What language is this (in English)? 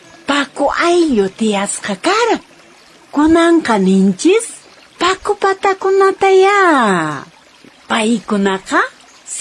Quechua